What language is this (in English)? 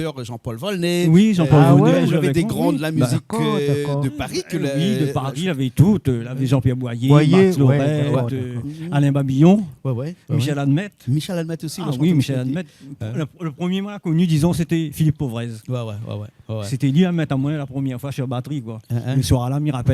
Réunion Creole French